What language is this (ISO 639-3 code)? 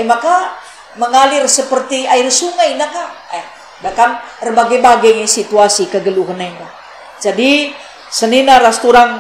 btx